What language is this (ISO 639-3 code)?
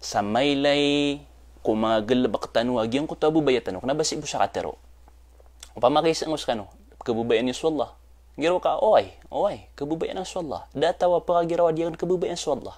mrw